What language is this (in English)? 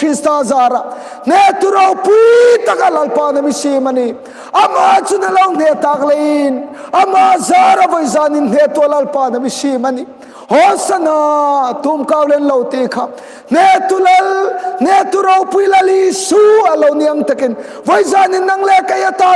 Hmar